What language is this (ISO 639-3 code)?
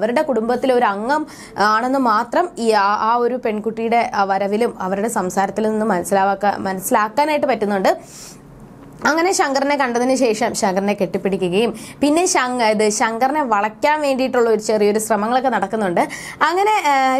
mal